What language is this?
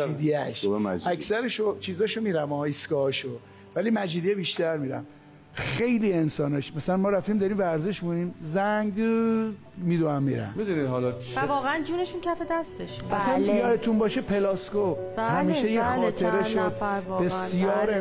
Persian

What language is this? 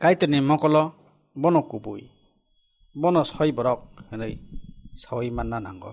Kok Borok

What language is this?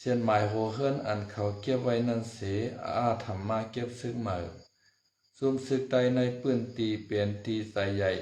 Shan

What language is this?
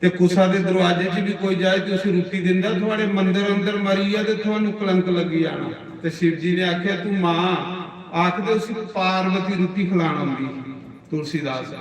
Dogri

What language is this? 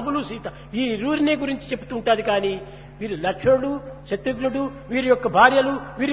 Telugu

